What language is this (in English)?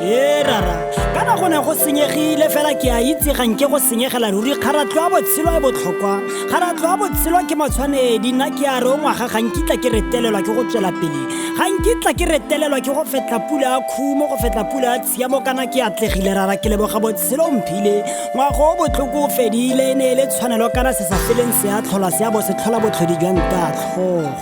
Tswana